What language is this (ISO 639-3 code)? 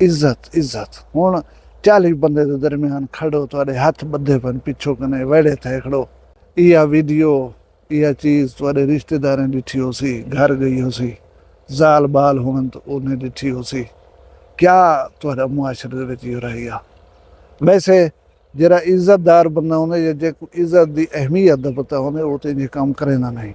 skr